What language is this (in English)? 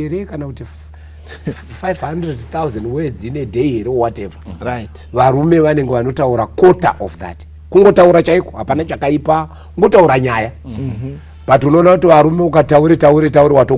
Shona